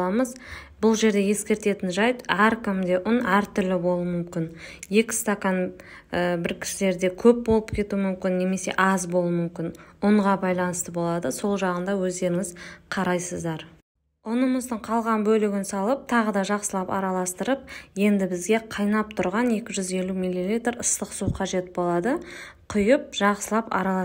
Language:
Kazakh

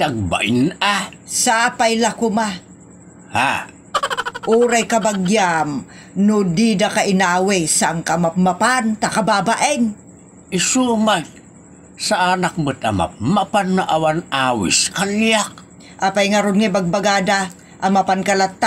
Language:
Iloko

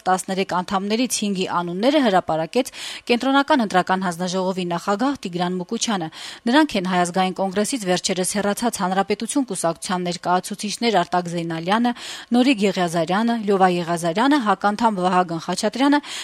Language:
Armenian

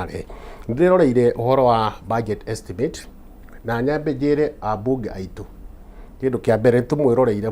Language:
Kikuyu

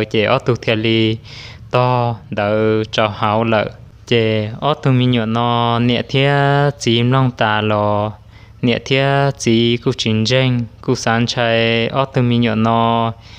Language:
Hmong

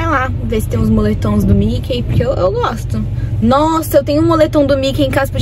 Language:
Portuguese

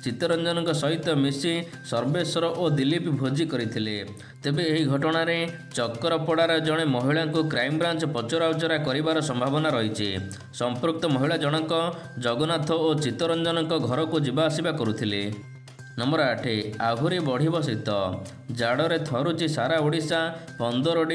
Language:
Odia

